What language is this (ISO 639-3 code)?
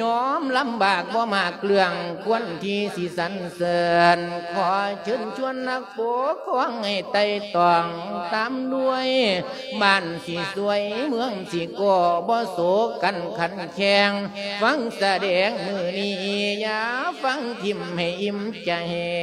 lao